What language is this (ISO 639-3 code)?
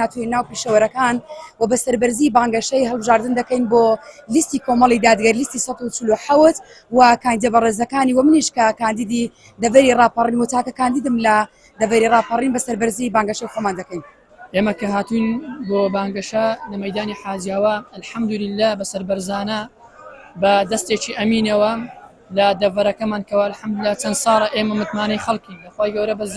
ckb